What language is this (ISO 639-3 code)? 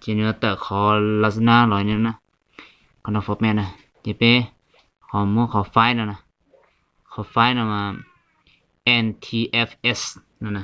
hmn